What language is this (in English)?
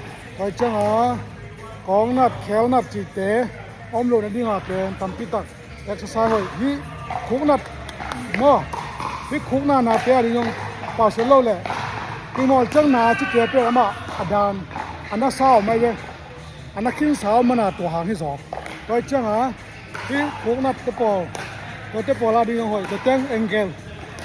Tedim Chin